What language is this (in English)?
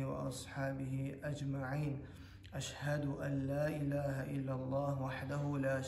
Kumyk